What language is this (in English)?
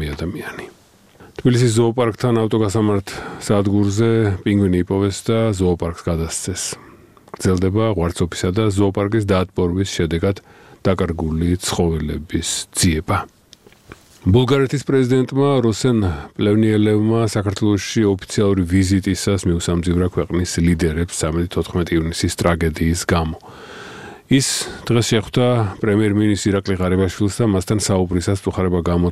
Georgian